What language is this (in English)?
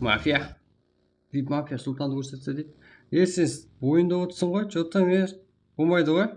Kara-Kalpak